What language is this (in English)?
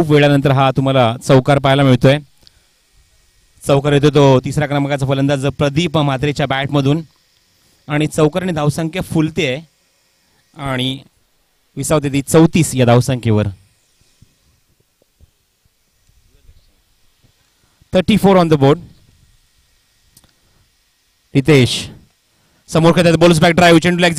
Marathi